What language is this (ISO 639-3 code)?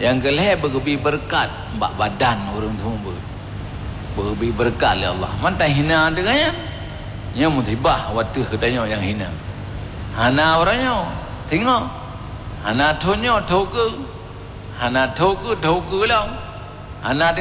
ace